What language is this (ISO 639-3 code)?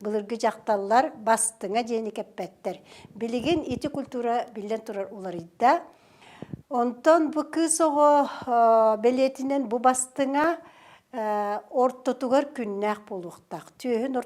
sah